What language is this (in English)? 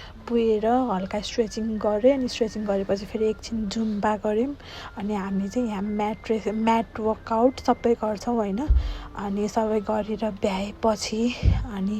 Nepali